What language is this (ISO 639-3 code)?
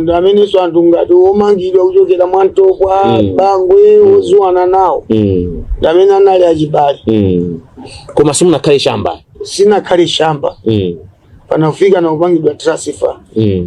nya